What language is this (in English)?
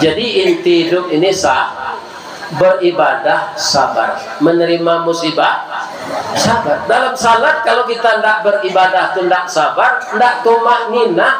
Minangkabau